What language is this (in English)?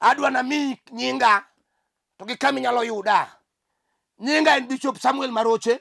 Luo (Kenya and Tanzania)